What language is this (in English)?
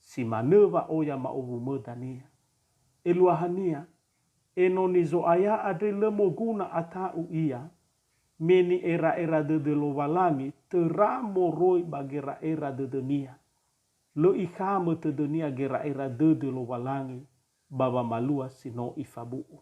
Nias